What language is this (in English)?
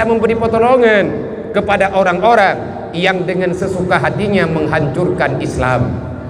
Achinese